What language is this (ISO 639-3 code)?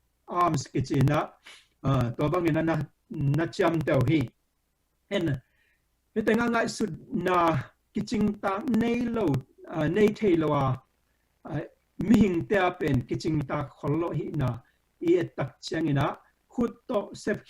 ctd